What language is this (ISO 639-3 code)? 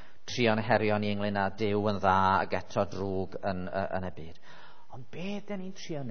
cym